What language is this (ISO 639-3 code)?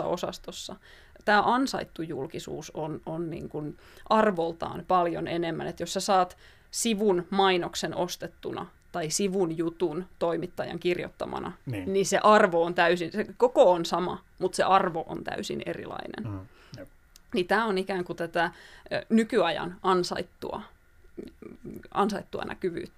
fin